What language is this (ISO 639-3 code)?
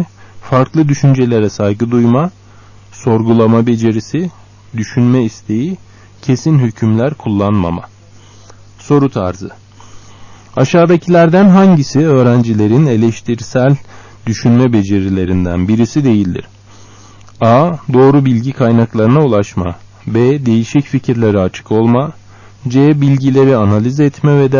tur